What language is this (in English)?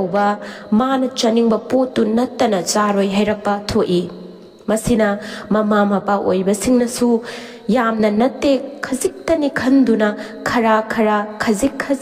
Manipuri